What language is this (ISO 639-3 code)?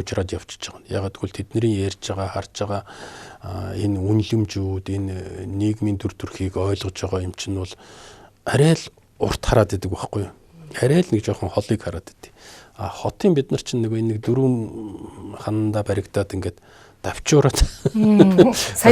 mon